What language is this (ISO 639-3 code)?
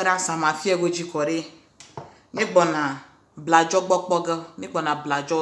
ewe